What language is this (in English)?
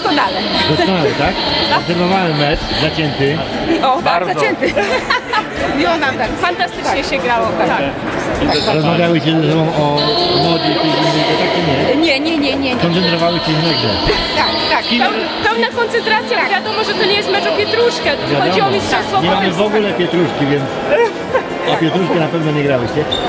Polish